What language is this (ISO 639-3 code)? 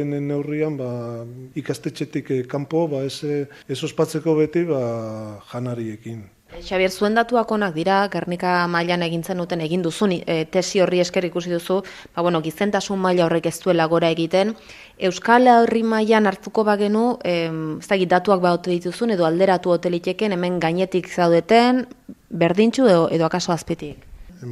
eus